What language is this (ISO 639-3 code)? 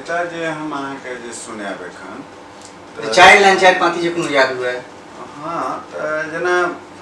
mai